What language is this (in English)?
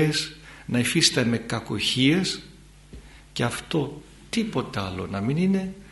Greek